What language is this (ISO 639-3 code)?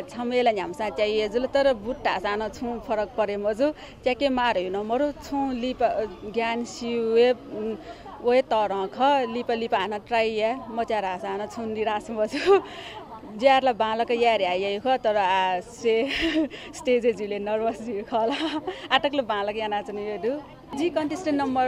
new